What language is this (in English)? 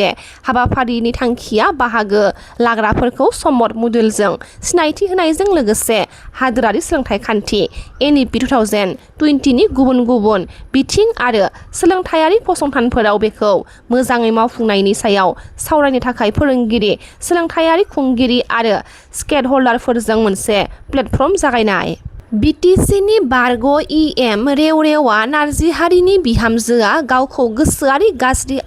Bodo